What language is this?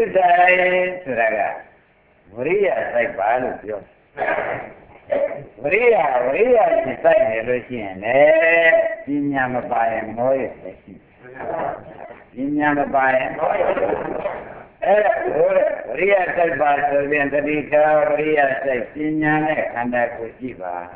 Burmese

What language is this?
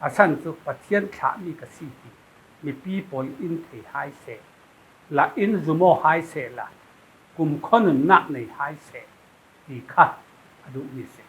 Falam Chin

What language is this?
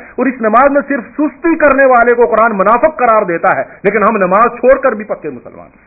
Urdu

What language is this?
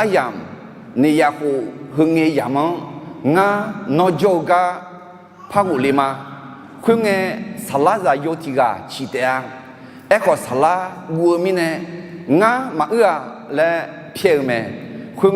Akha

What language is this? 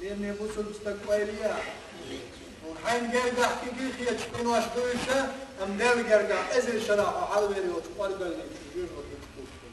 Chechen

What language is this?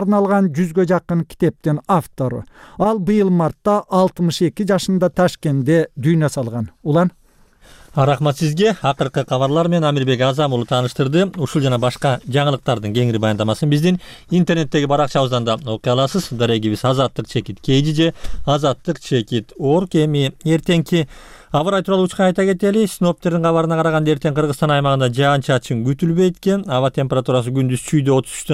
Kyrgyz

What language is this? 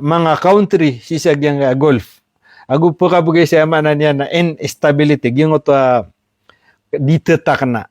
Maranao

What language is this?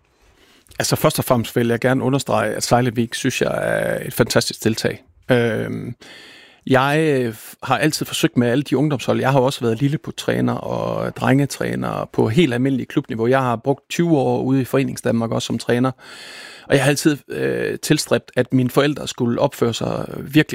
Danish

